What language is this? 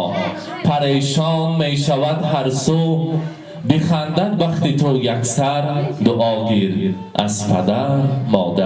Tajik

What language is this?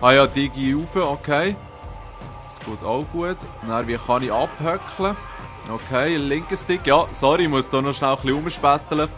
Swiss German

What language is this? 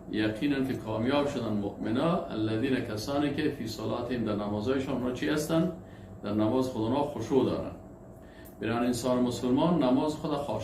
Persian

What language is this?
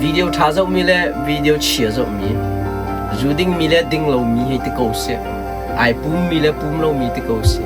Hakha Chin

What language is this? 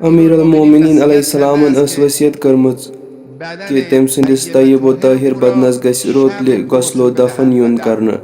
Kashmiri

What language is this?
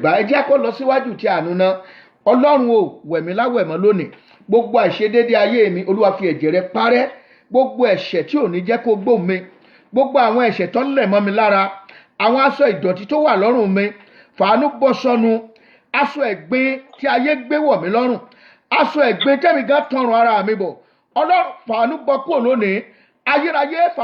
Yoruba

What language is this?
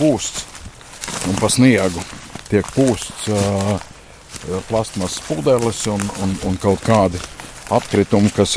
Latvian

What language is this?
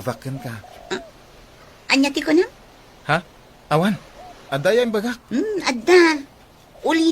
Iloko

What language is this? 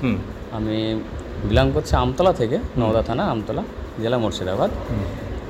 Bangla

